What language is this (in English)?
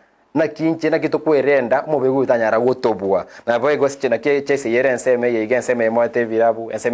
Gusii